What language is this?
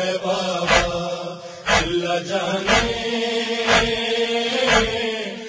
Urdu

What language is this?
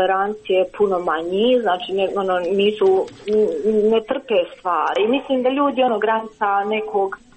Croatian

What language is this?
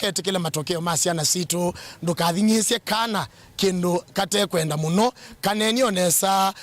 Kamba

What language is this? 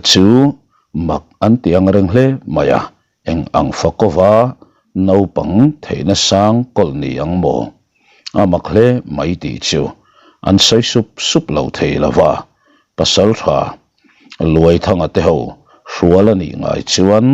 Mizo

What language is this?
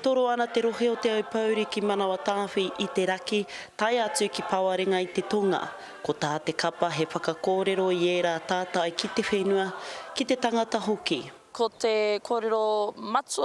Māori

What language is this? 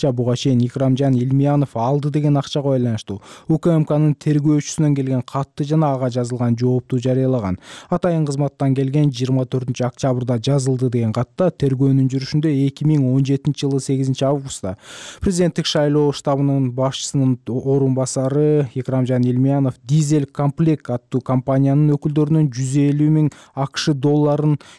Kyrgyz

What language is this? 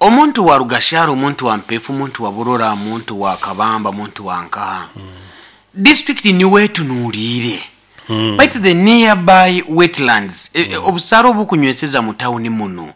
Nyankole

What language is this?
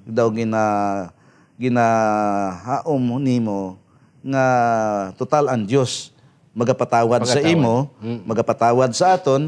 Hiligaynon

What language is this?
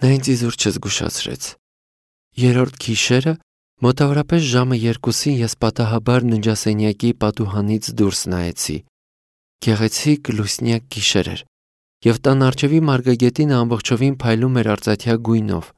Armenian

